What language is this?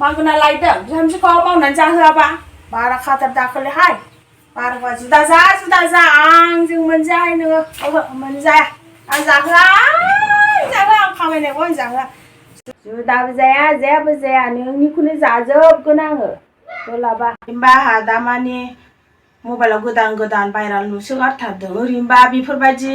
Bodo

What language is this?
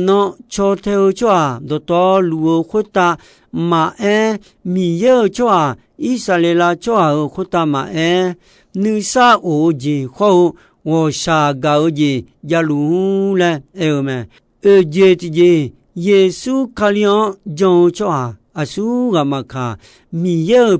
Akha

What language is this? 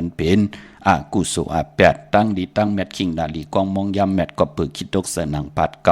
Shan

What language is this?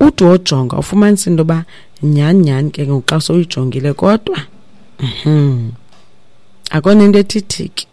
Xhosa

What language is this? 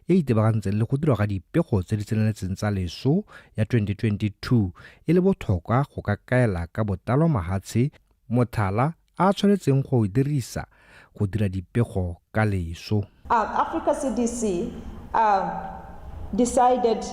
Tswana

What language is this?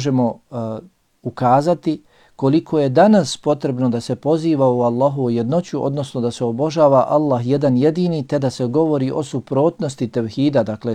Bosnian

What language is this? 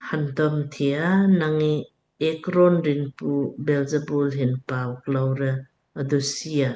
Lamkang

